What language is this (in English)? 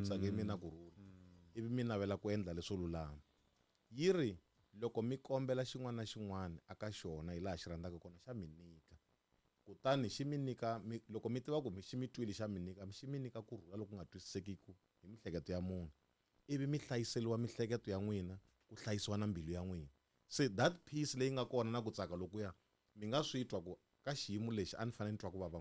Tsonga